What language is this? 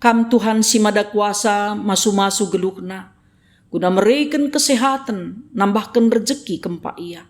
Batak Karo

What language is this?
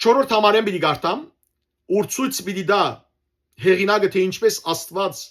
Western Armenian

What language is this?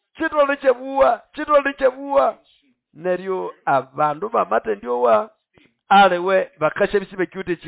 Nande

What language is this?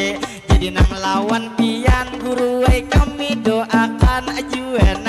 Banjar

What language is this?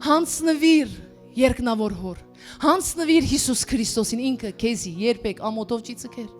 Western Armenian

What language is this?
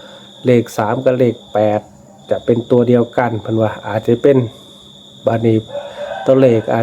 Northeastern Thai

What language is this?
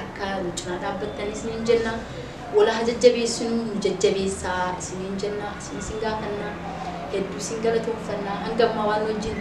Oromo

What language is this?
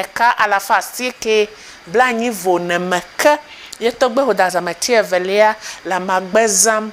Ewe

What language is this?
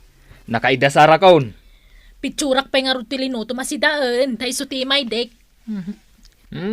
Iloko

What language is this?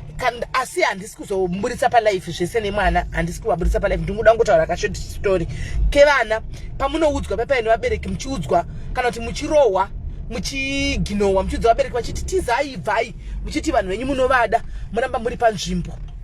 Shona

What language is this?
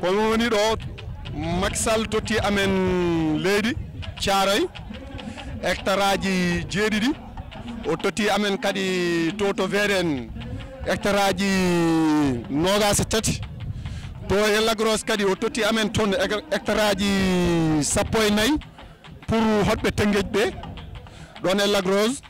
Fula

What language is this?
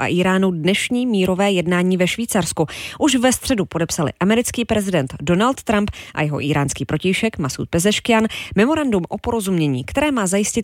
Czech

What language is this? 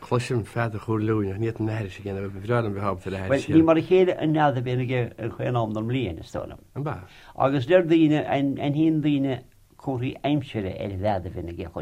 Irish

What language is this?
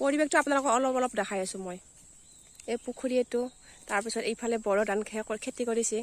Assamese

